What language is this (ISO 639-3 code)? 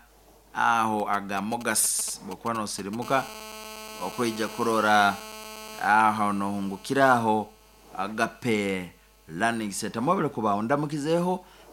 nyn